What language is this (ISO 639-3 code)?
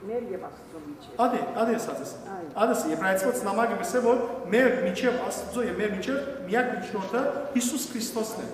hyw